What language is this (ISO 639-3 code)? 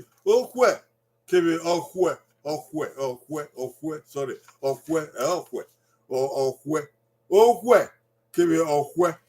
bin